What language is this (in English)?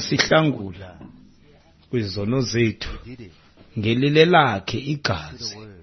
Xhosa